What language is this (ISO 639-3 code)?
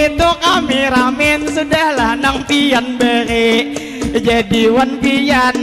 bjn